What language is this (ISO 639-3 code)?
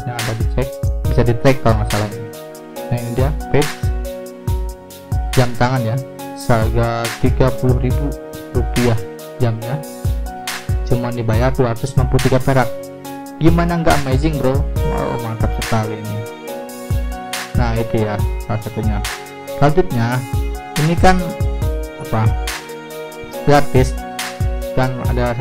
ind